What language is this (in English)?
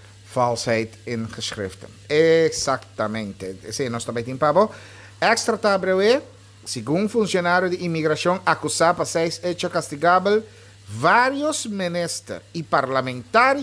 Papiamento